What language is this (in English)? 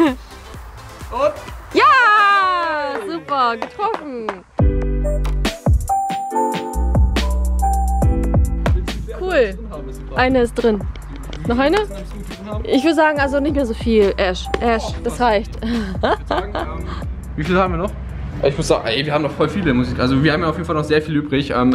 German